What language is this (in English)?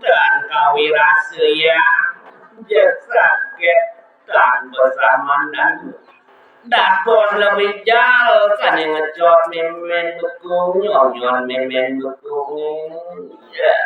Balinese